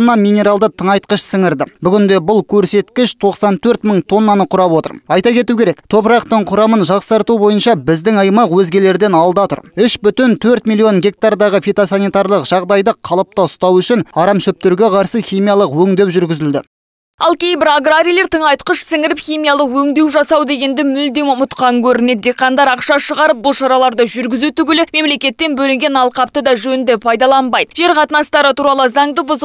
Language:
Kazakh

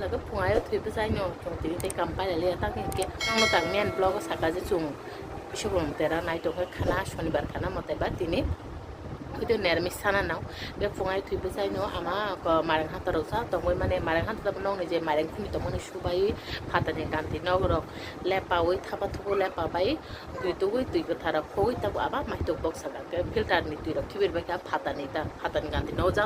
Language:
Kok Borok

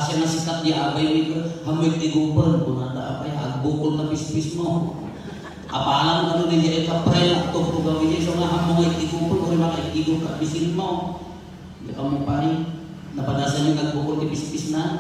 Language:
Iloko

